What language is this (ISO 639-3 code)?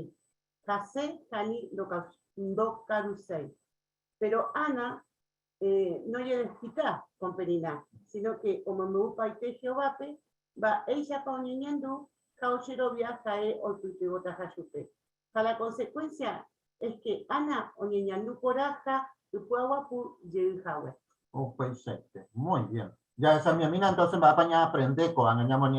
grn